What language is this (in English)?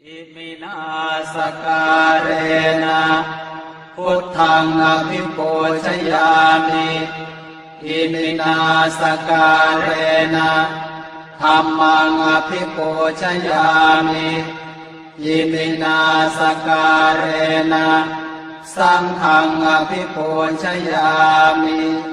Pali